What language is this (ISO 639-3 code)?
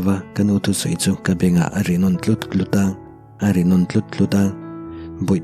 lus